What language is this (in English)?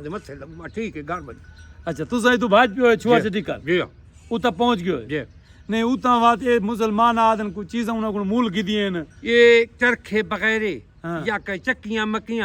Saraiki